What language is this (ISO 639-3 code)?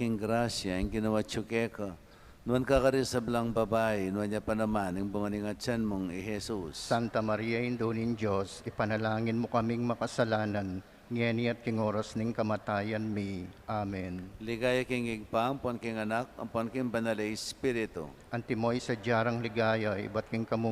pam